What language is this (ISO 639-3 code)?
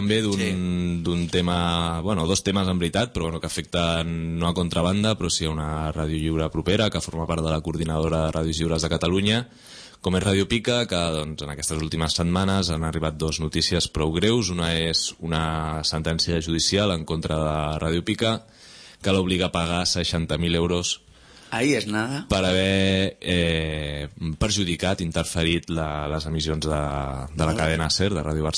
cat